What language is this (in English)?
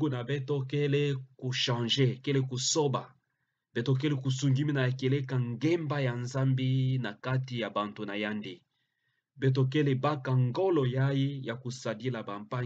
Kituba (Democratic Republic of Congo)